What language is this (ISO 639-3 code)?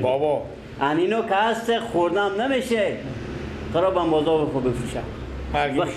fas